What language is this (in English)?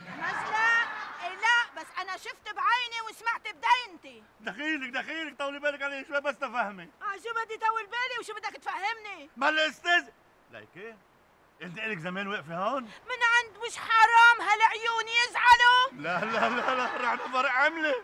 North Levantine Arabic